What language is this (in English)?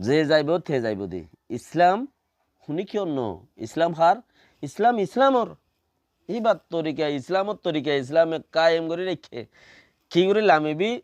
Rohingya